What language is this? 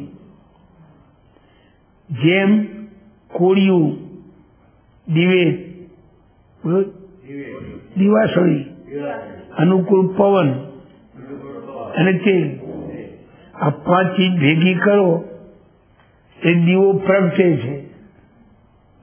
Gujarati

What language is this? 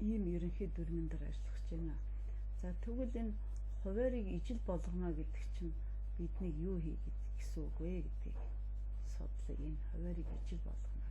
Mongolian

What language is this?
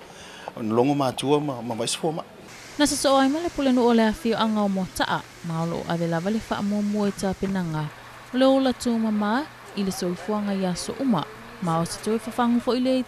Samoan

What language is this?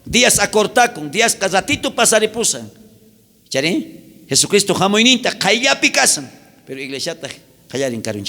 South Bolivian Quechua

